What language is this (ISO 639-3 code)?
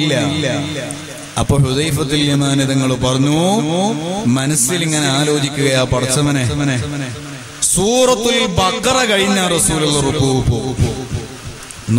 mal